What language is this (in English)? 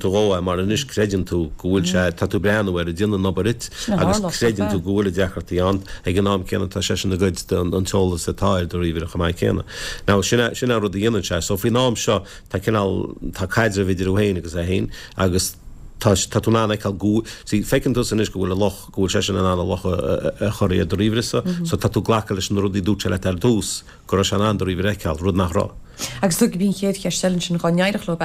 Irish